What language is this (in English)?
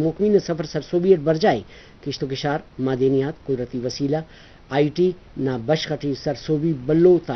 Brahui